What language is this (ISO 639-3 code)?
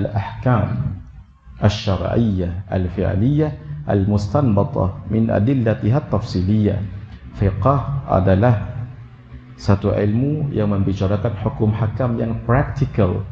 msa